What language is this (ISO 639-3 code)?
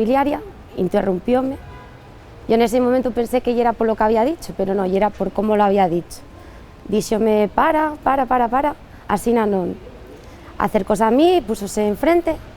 ast